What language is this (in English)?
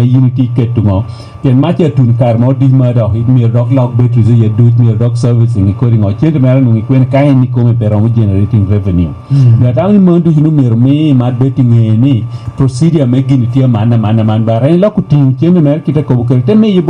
Lango (Uganda)